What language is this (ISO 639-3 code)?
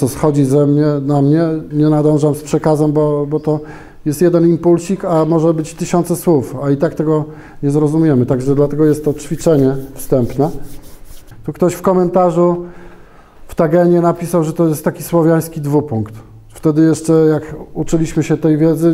pol